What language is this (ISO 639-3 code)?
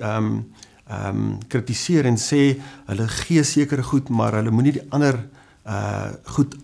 afr